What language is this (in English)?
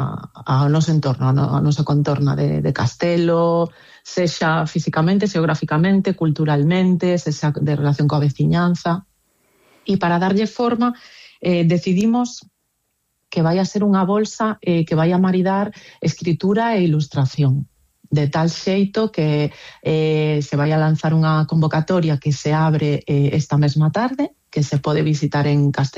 Galician